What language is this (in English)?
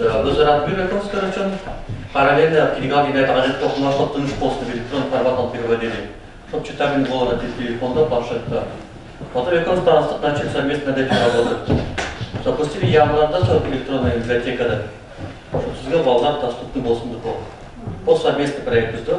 Nogai